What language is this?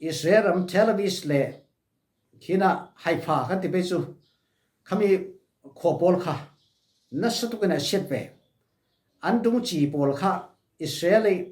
Falam Chin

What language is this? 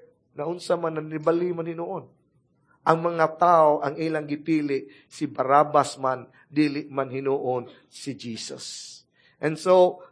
Cebuano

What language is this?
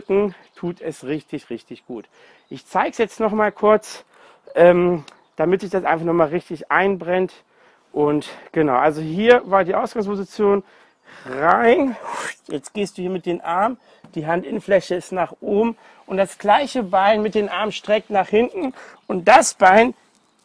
German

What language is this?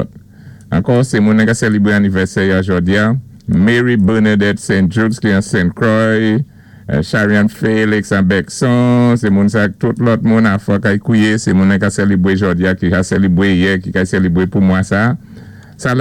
Saint Lucian Creole French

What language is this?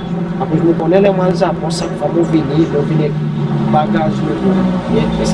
Seselwa Creole French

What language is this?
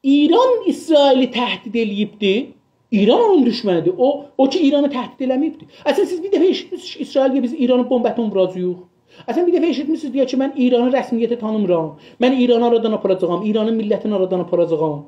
South Azerbaijani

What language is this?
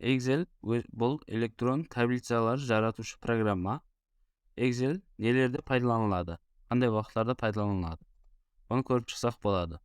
Kara-Kalpak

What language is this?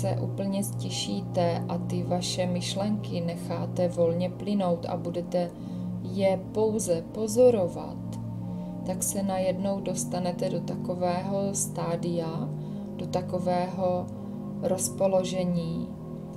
Czech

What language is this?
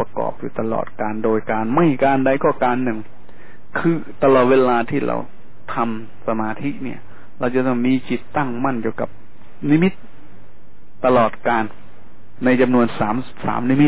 Thai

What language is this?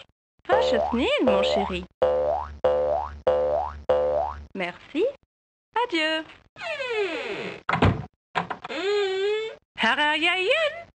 Norwegian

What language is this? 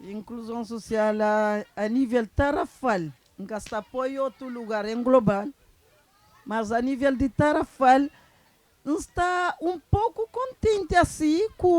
Kabuverdianu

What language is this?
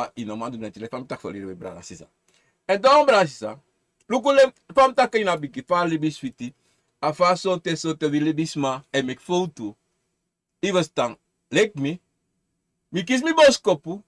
Sranan Tongo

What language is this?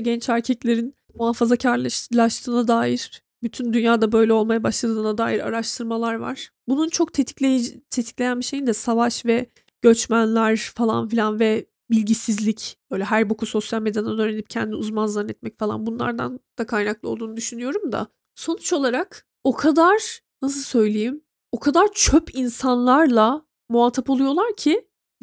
Turkish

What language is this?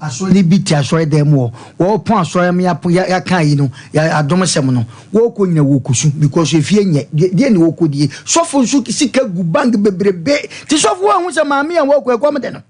Akan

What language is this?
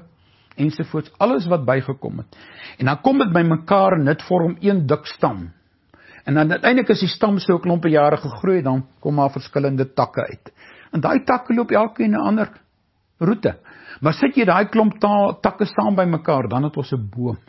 Afrikaans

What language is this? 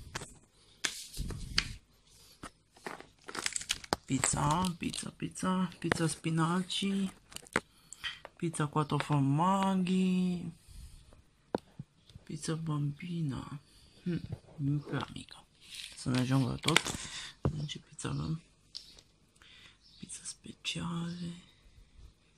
Romanian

